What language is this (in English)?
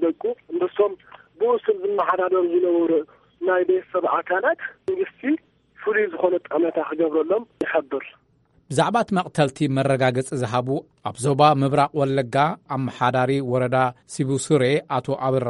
Tigrinya